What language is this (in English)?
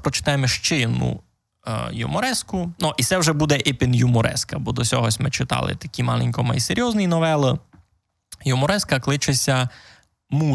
Rusyn